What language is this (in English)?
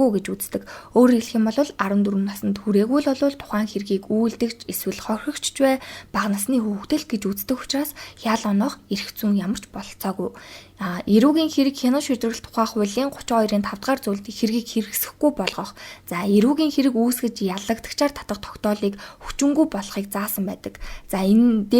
Mongolian